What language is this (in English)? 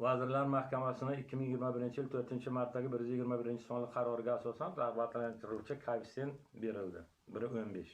Uzbek